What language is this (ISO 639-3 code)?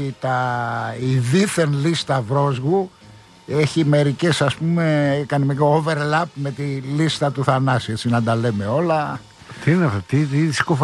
ell